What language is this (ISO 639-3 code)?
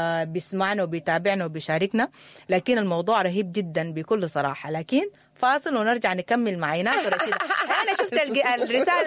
apd